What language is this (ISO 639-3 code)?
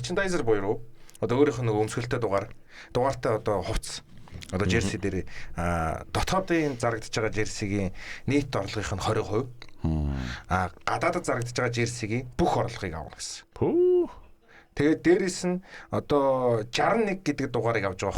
mon